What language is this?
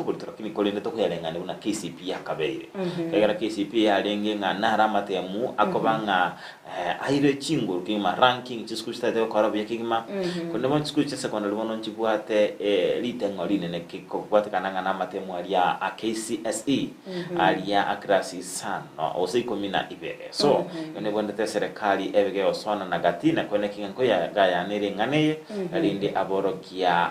Gusii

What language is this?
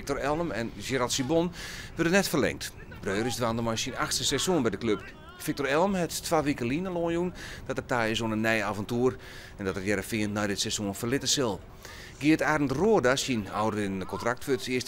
Western Frisian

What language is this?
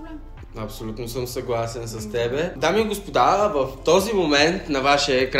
Bulgarian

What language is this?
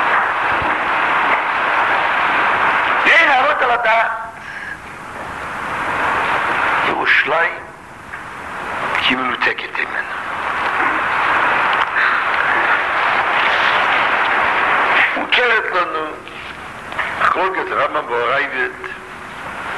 Hebrew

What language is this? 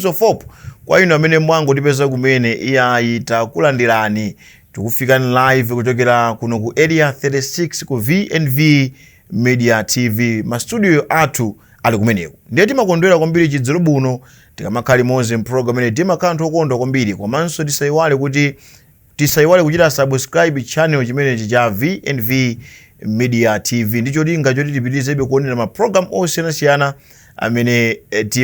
Nyanja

